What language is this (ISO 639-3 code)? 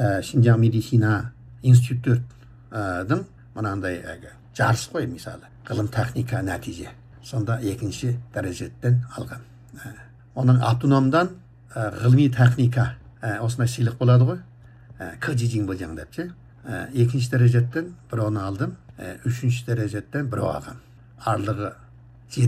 kaz